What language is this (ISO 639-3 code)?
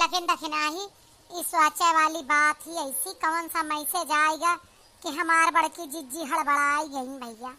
awa